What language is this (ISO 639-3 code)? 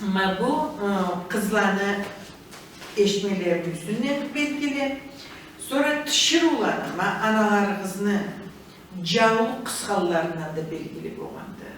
krc